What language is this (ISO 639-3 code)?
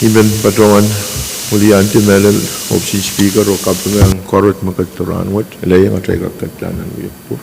pon